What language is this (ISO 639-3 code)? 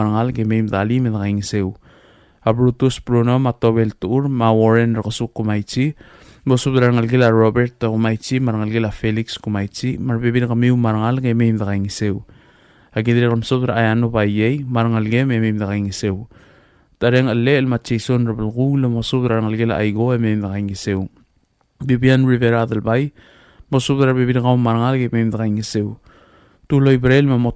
pau